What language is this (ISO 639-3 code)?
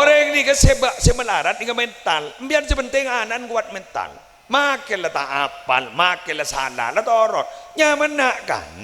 mad